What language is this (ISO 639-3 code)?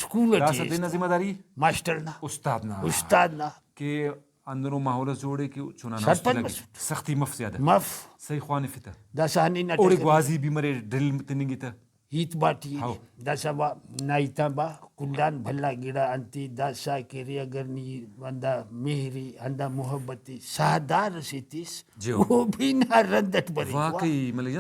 brh